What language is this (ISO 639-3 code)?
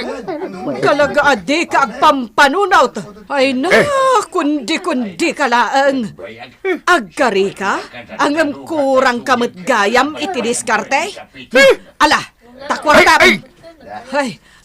ilo